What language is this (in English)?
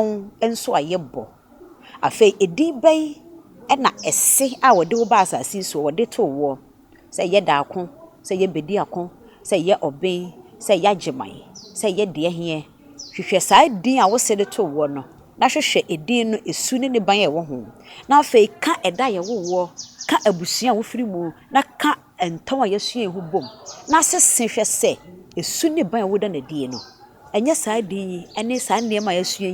Akan